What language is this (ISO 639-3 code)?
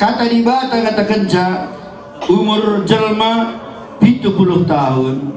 btx